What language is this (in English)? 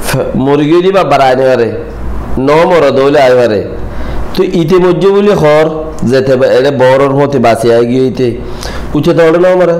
Rohingya